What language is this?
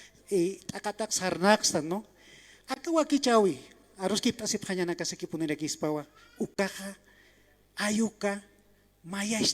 Aymara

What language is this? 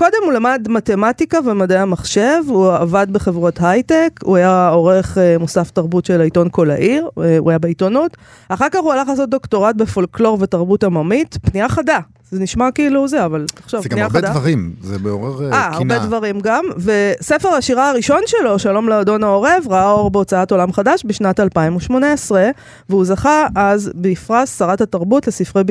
Hebrew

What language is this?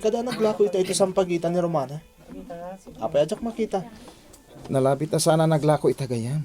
Iloko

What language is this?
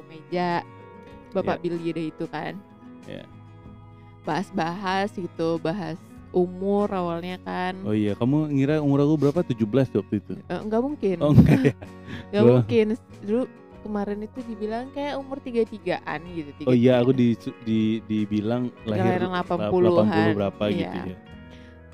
Indonesian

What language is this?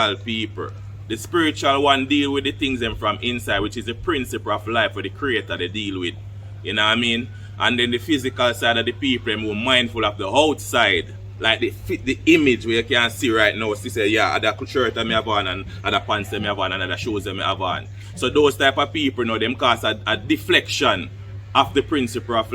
Jamaican Creole English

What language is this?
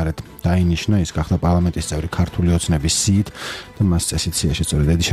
Georgian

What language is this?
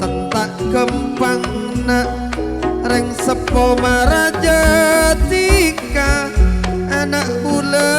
Madurese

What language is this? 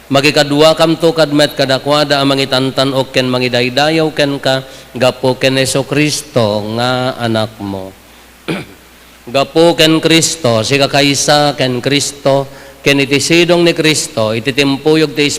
Iloko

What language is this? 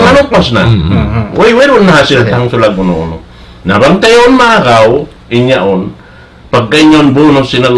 Tausug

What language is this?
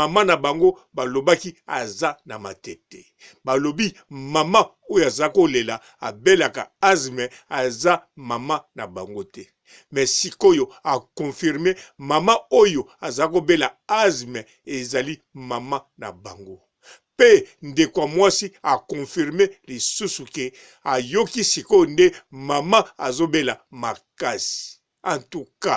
Lingala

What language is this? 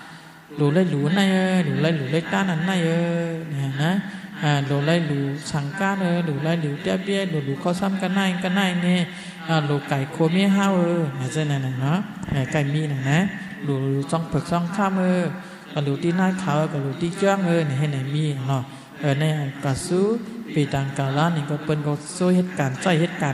Shan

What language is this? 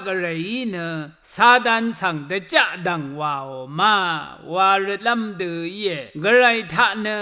Rawang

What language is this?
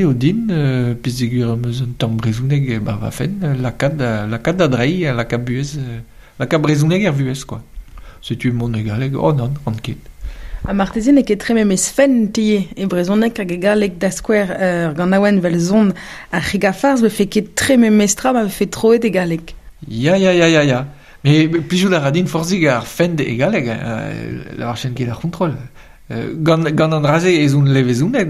Breton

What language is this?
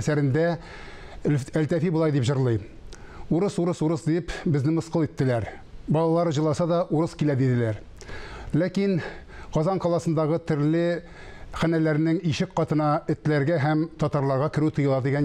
Tatar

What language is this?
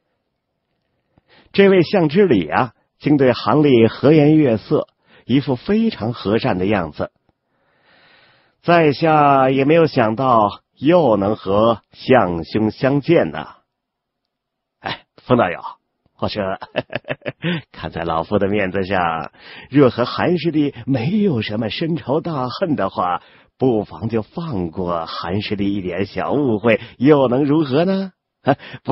Chinese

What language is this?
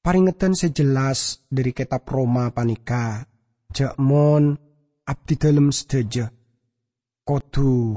Madurese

